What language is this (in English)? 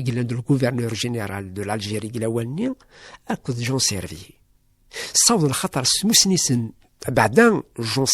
Kabyle